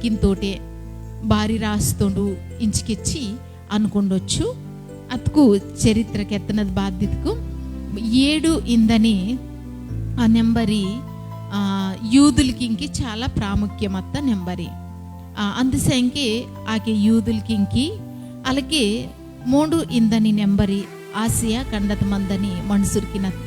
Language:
Koya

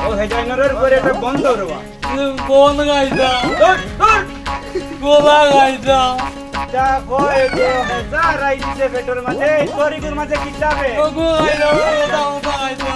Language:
Sylheti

